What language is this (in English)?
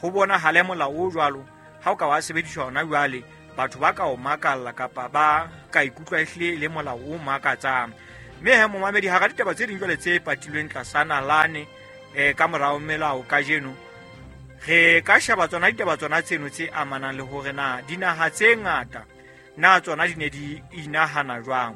Southern Sotho